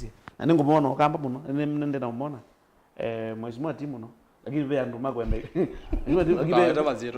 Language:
Kamba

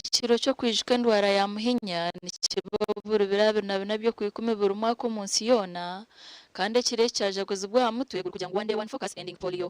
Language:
Nyankole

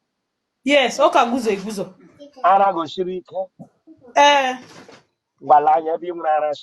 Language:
Igbo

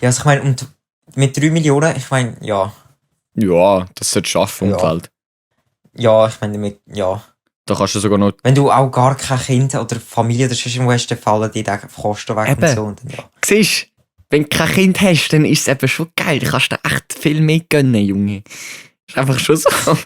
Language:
Swiss German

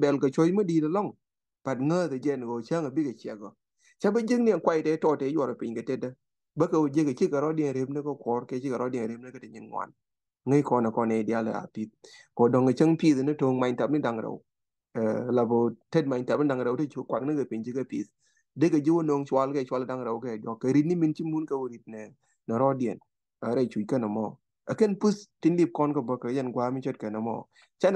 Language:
Nuer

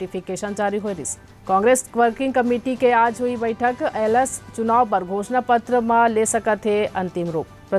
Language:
Chhattisgarhi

